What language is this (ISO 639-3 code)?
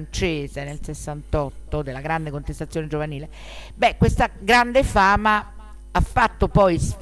ita